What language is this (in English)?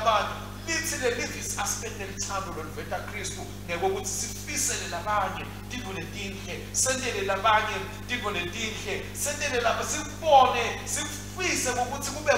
Swati